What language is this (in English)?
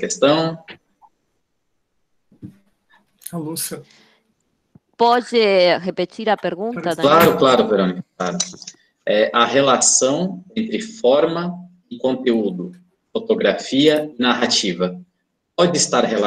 Portuguese